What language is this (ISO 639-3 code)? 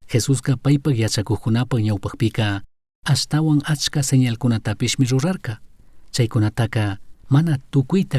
qug